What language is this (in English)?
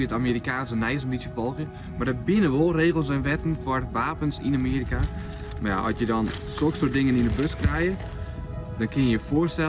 Western Frisian